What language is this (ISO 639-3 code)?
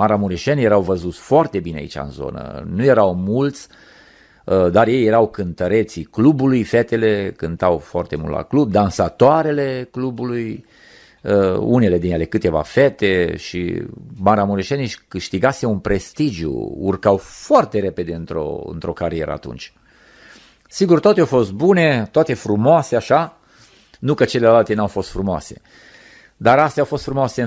ron